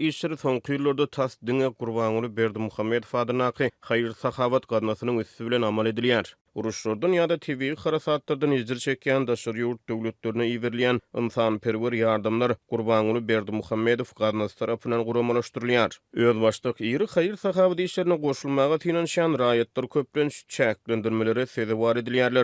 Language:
Turkmen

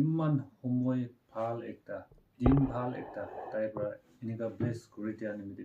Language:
Naga Pidgin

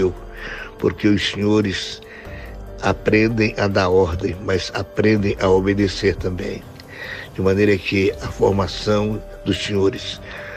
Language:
Portuguese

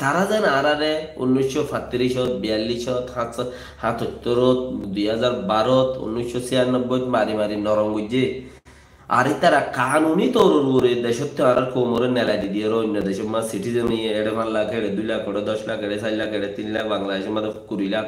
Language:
Rohingya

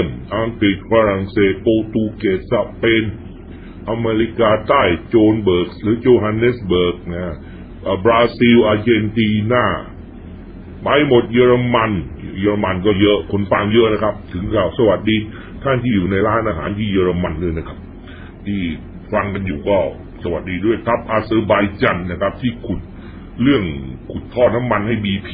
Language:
Thai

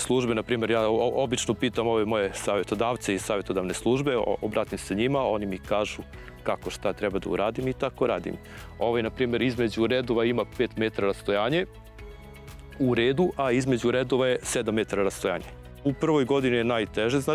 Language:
Serbian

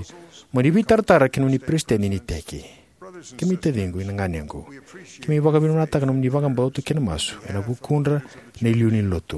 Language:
Fijian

